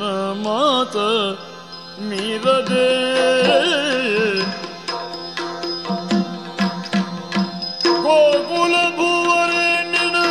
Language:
Kannada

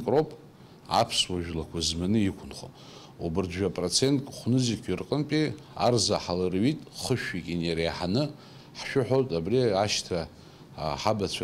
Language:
Abkhazian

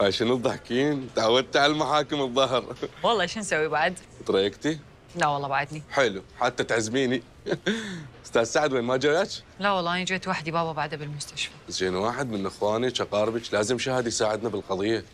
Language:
Mesopotamian Arabic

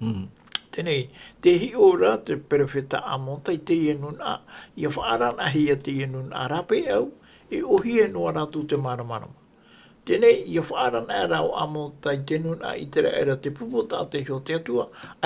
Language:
Tahitian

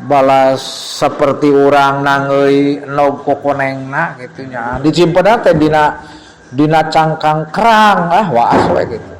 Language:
Sundanese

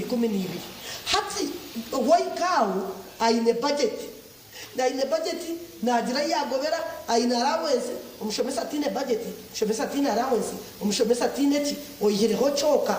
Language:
Nyankole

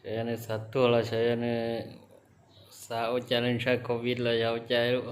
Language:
Hmong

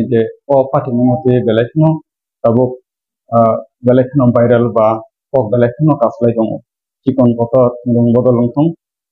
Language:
Kok Borok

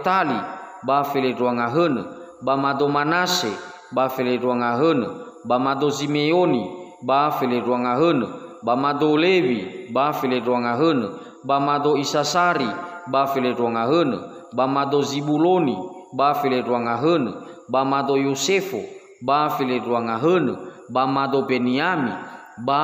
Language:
Nias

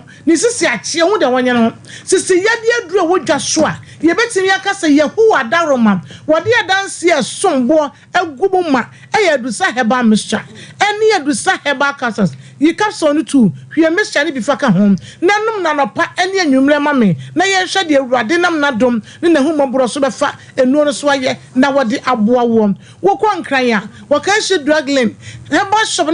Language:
Akan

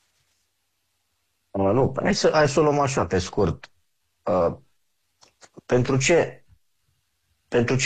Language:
Romanian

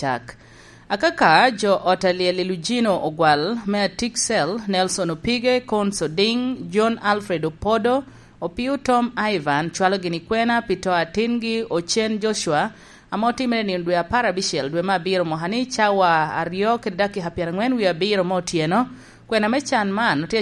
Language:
Lango (Uganda)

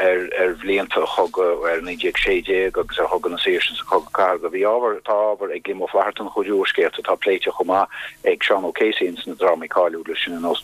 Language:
Irish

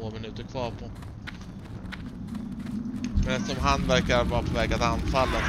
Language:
Swedish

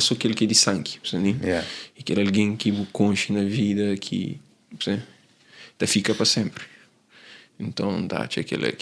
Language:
Kabuverdianu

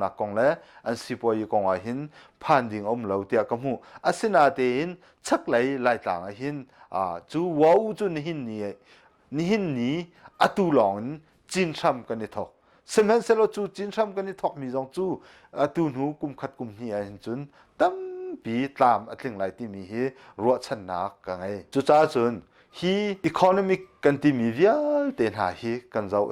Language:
Hakha Chin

